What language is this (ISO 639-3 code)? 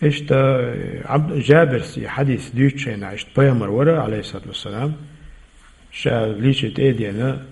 che